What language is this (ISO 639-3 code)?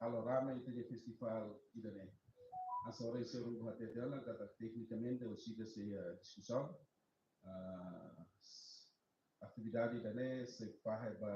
tet